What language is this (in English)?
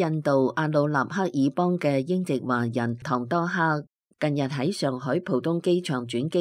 Cantonese